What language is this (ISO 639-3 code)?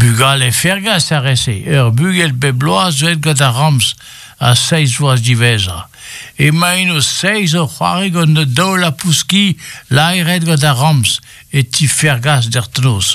bre